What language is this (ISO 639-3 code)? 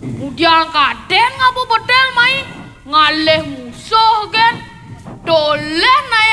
ban